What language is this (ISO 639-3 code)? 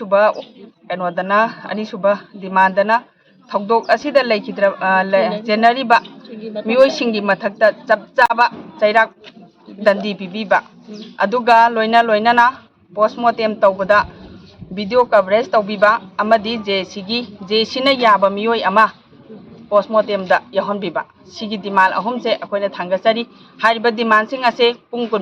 mni